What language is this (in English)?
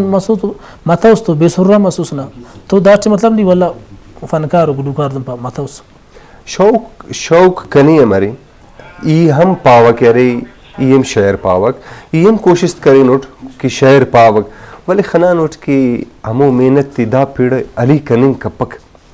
Brahui